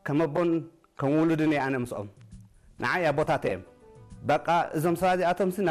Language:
Tigrinya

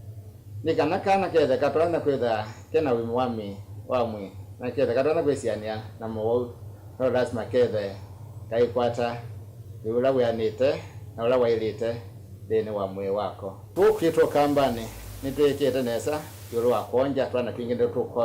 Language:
Kamba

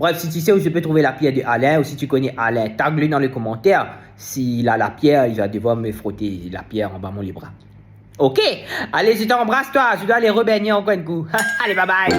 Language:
Morisyen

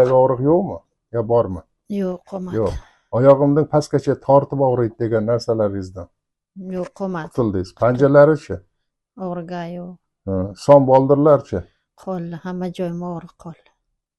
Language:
Uzbek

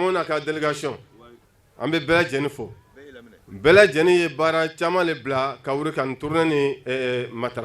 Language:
Bambara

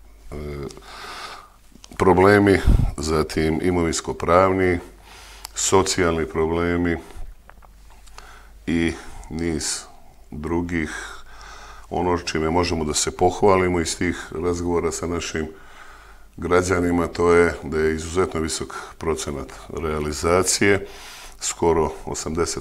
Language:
Serbian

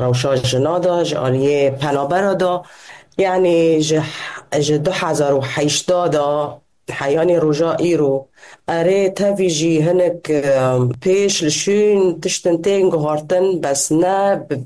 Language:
Kurdish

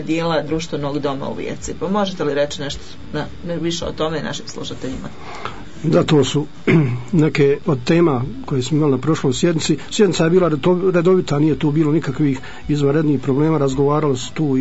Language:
Croatian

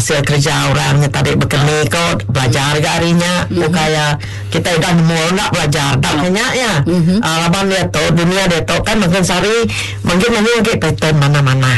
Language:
Iban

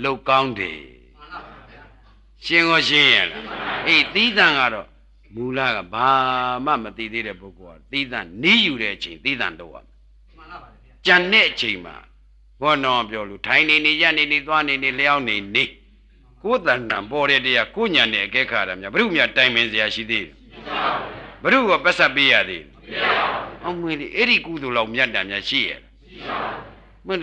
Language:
Burmese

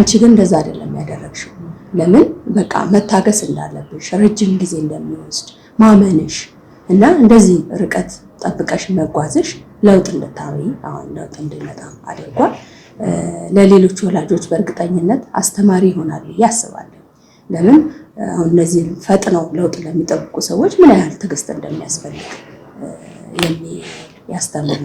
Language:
Amharic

